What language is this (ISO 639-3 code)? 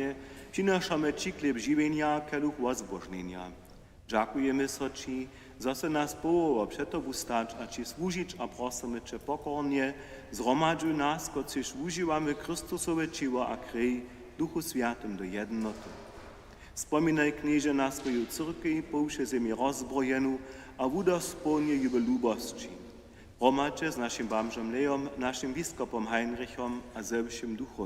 hsb